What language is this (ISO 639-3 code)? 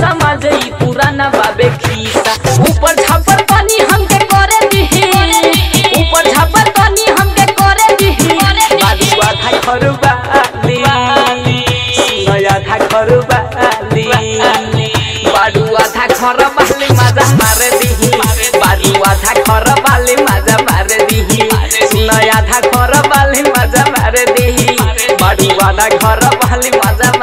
bho